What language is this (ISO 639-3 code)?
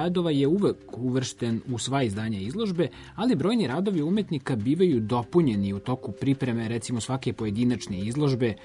srp